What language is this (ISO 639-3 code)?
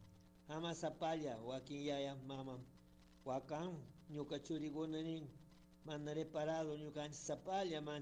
qug